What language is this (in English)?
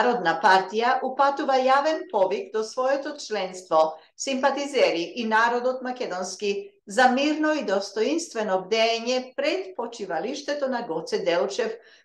Macedonian